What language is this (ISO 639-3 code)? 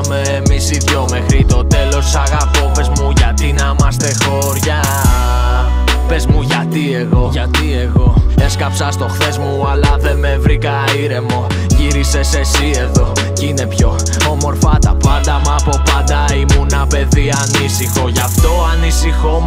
ell